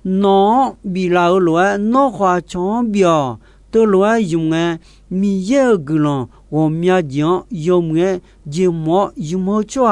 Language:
Akha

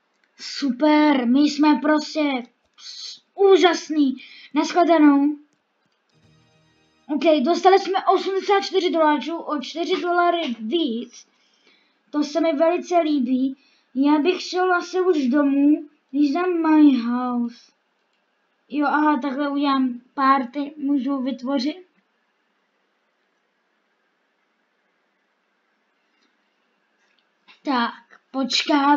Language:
Czech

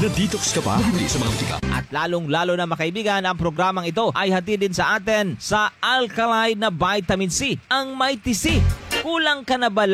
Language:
Filipino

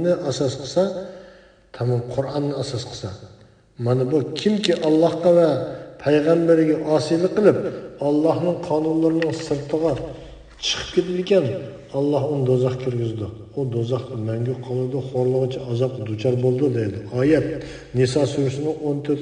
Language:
Uyghur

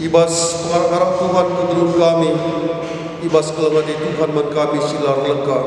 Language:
Batak Karo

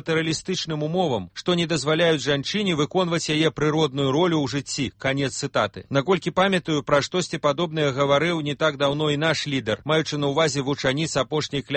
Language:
Belarusian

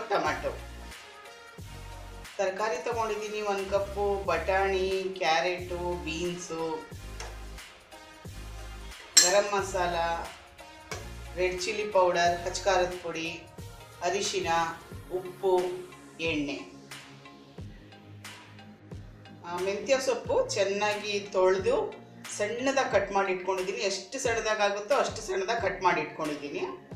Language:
Kannada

